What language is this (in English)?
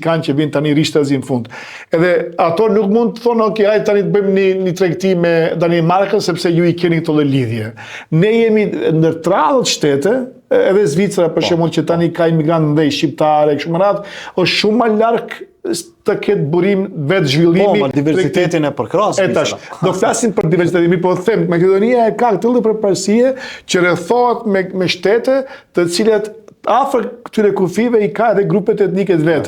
Albanian